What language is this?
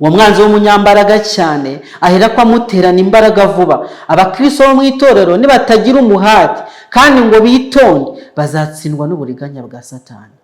Kinyarwanda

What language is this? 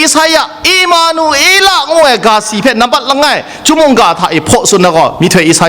Kachin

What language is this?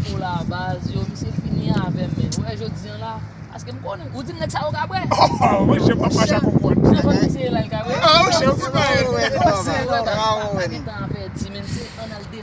Haitian Creole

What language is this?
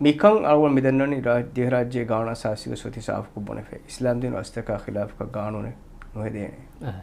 Divehi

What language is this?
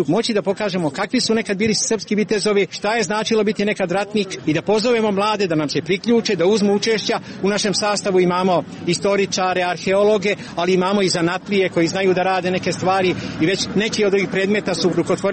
Serbian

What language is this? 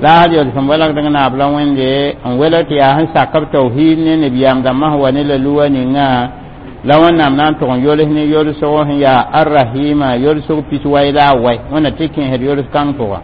Mossi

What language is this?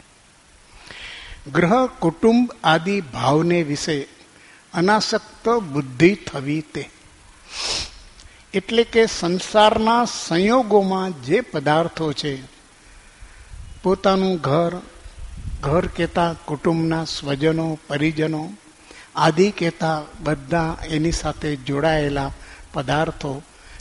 Gujarati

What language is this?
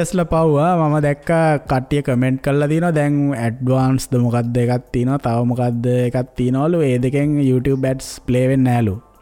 Sinhala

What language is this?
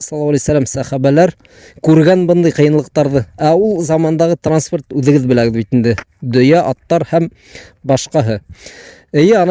Bashkir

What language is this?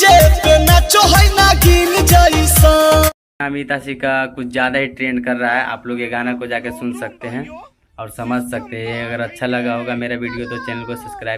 Magahi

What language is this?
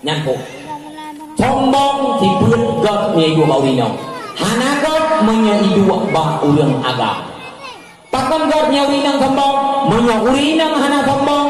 Achinese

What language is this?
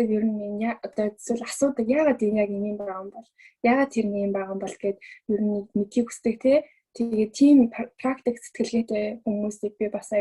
Mongolian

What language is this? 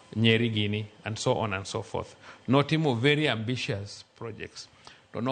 Luo (Kenya and Tanzania)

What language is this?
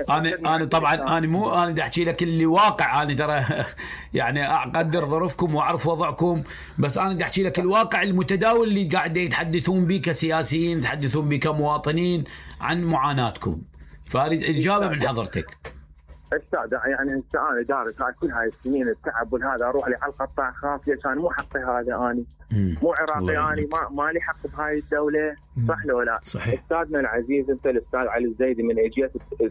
Mesopotamian Arabic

